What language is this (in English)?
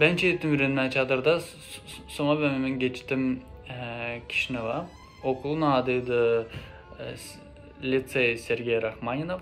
Gagauz